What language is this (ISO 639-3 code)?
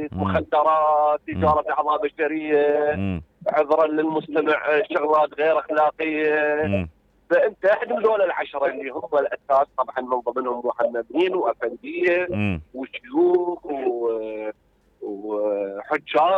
acm